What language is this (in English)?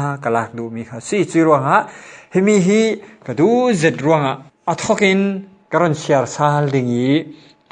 Falam Chin